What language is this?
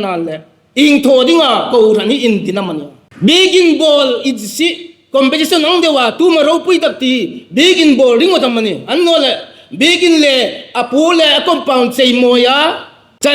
Hmar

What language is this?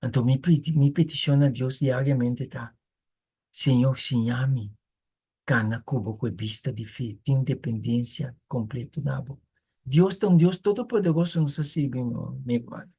Papiamento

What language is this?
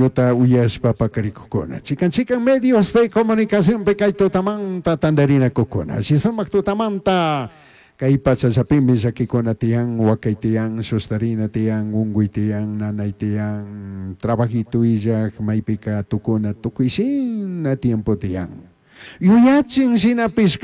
Chimborazo Highland Quichua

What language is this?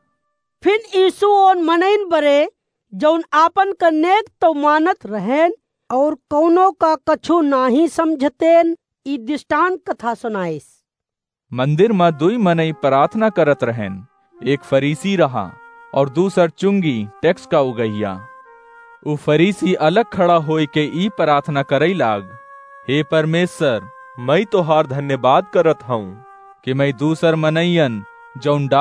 Awadhi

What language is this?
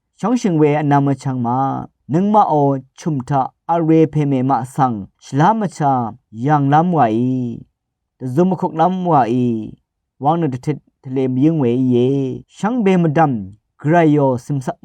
Rawang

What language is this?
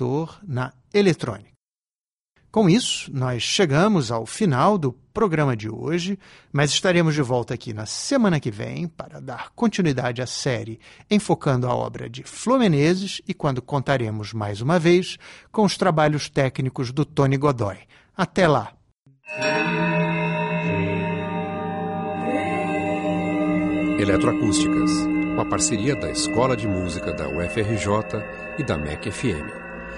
Portuguese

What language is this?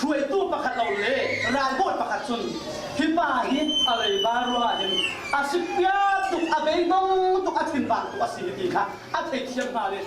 Falam Chin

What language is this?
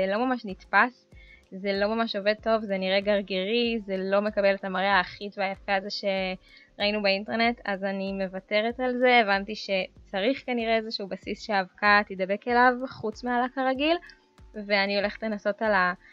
Hebrew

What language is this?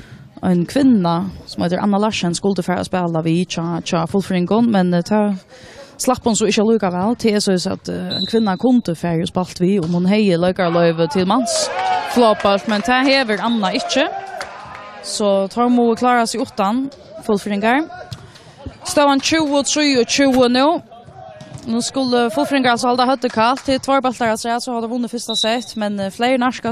Faroese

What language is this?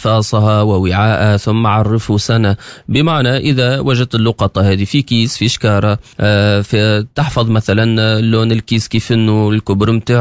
Tunisian Arabic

